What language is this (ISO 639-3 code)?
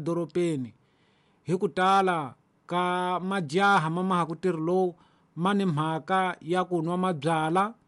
tso